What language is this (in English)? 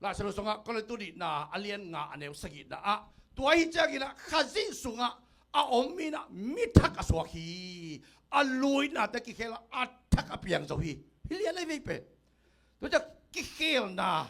Tedim Chin